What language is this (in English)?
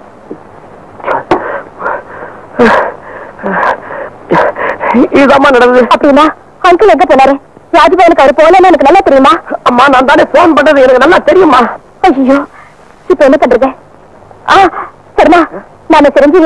Tamil